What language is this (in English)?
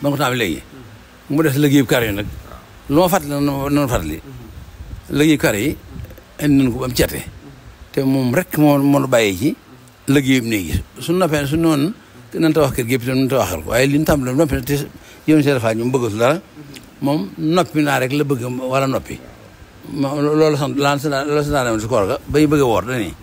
Wolof